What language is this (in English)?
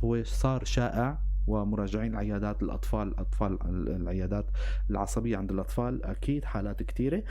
North Levantine Arabic